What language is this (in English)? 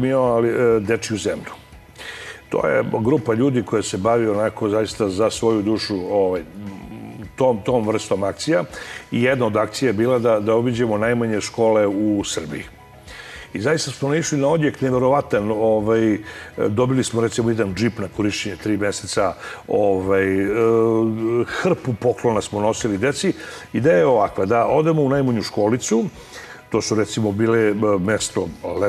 Serbian